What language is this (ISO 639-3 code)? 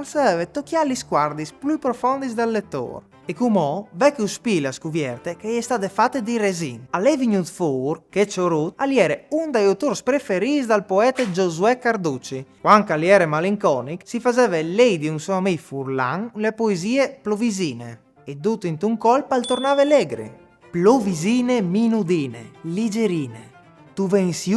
fur